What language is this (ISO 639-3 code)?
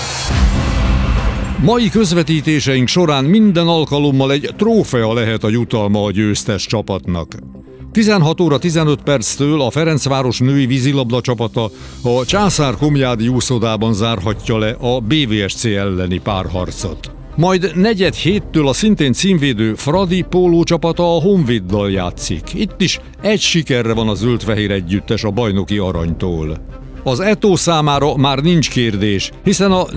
hun